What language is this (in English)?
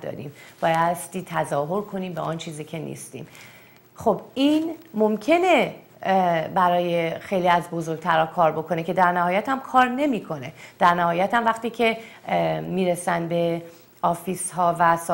Persian